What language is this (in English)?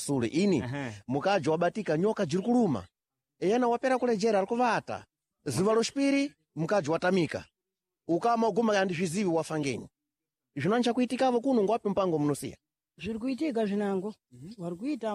Sena